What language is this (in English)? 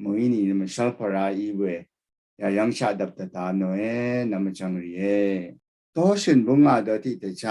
Rawang